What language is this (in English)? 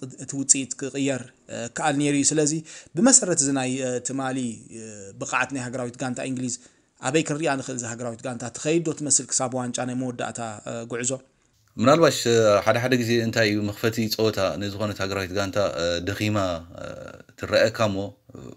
Tigrinya